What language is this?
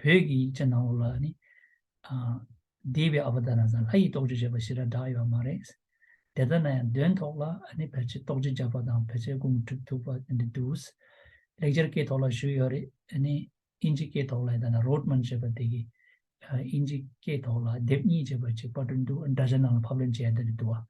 Tibetan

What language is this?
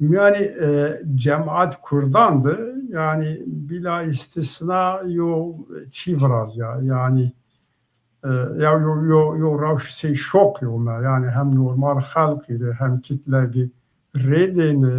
Zaza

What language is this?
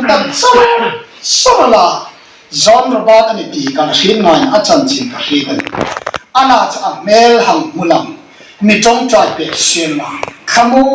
Hmar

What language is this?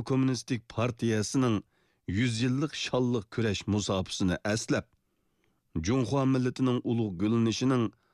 Uyghur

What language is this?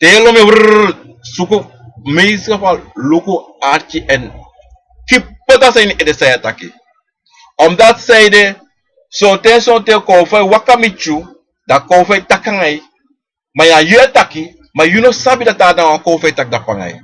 Sranan Tongo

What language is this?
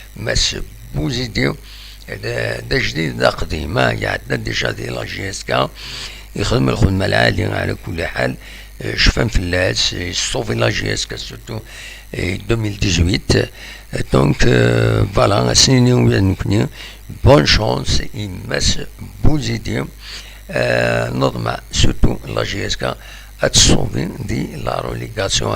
Kabyle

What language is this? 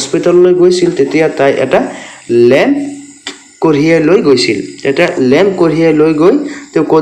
Assamese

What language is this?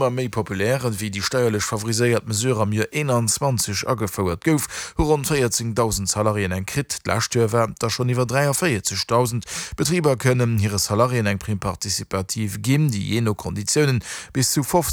Luxembourgish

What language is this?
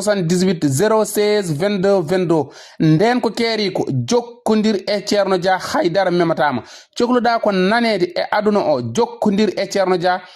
Fula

